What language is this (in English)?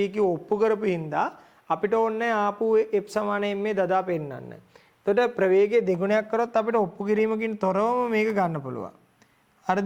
Sinhala